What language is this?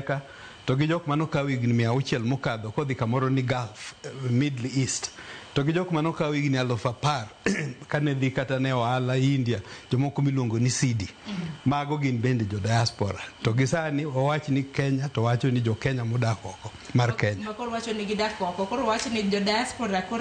Luo (Kenya and Tanzania)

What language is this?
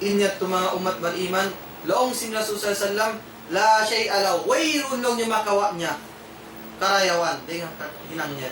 Tausug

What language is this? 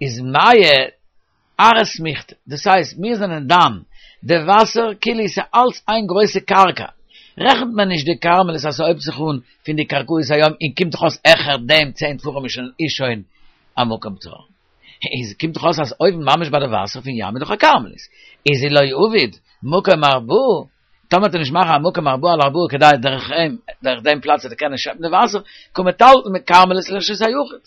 Yiddish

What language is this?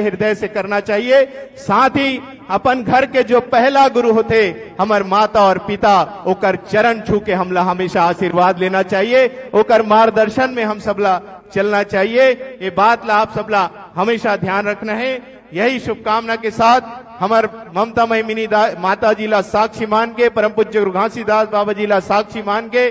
Chhattisgarhi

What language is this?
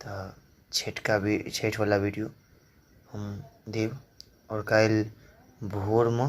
Maithili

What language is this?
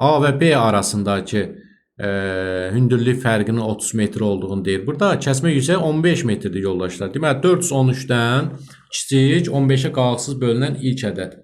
Azerbaijani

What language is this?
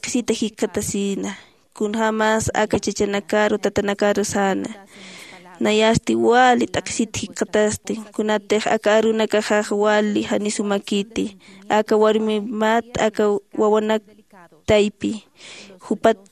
Aymara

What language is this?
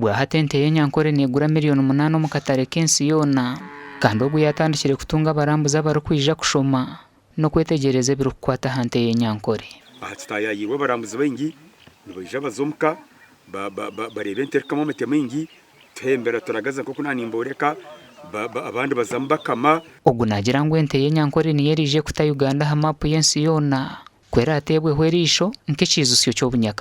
Nyankole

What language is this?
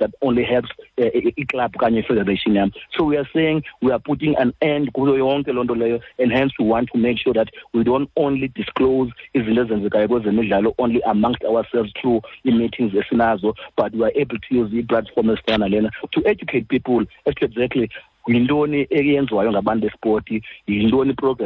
Xhosa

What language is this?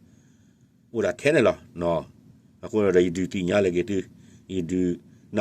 S'gaw Karen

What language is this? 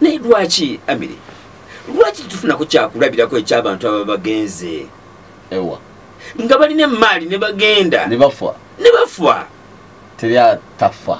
Ganda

